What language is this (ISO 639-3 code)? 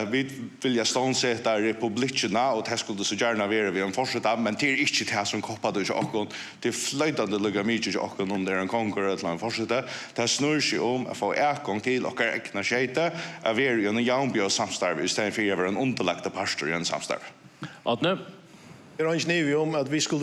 fao